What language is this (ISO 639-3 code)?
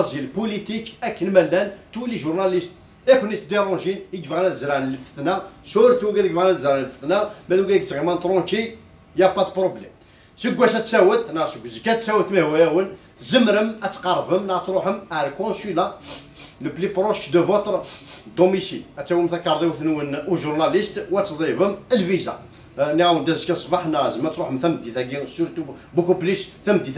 kab